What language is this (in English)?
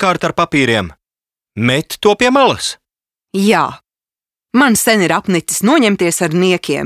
Latvian